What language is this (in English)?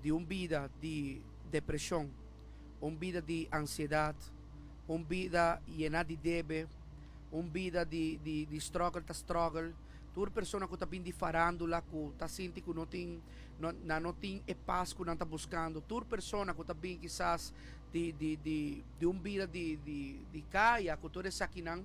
Papiamento